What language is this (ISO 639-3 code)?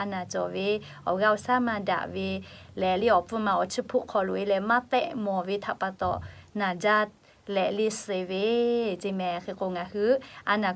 lhu